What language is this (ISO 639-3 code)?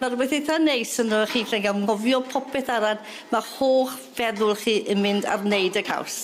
cym